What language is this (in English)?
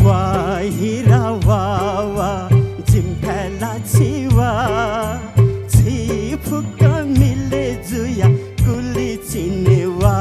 Newari